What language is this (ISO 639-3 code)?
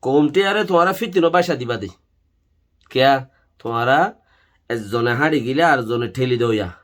rhg